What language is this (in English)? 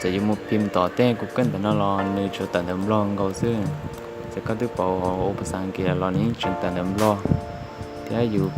Hmong